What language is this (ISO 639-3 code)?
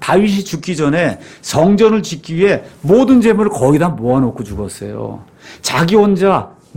kor